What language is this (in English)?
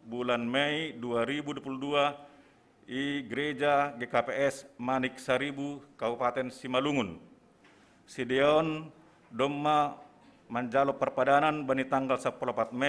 Batak Simalungun